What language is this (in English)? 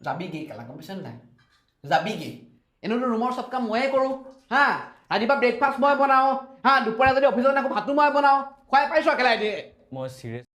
Assamese